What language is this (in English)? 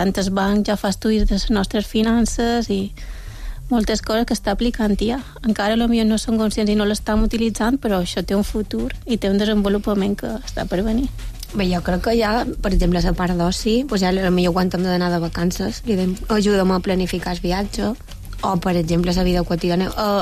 Catalan